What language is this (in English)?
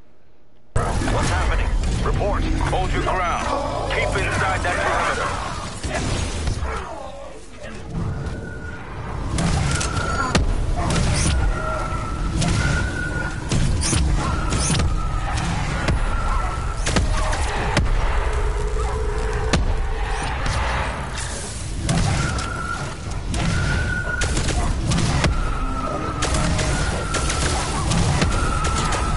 English